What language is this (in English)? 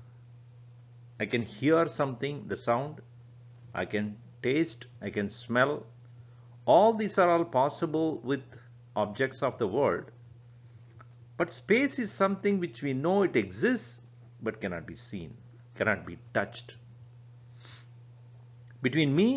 English